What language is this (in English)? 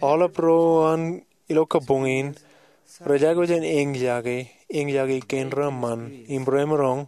Marshallese